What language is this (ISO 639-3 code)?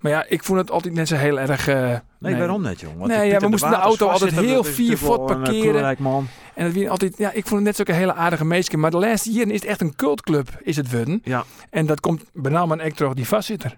fry